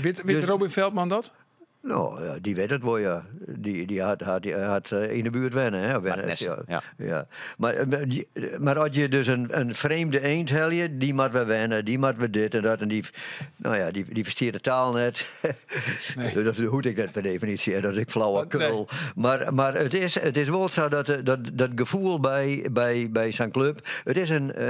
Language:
Western Frisian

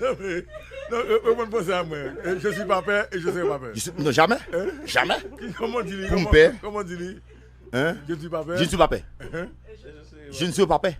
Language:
Haitian Creole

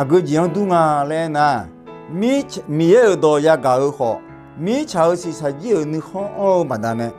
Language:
Akha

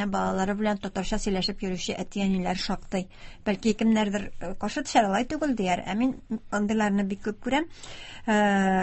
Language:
Tatar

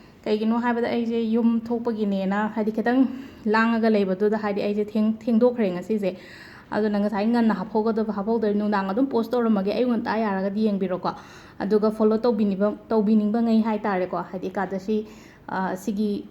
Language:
Manipuri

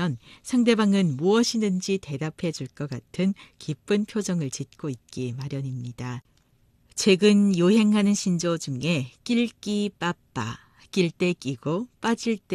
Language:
Korean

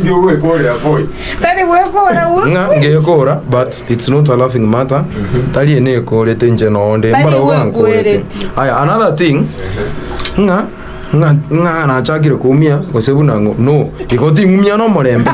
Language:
Gusii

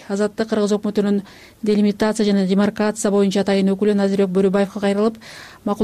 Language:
Kyrgyz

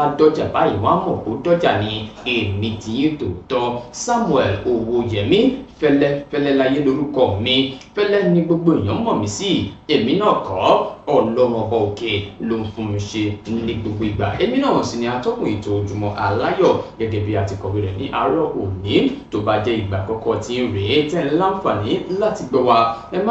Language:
Yoruba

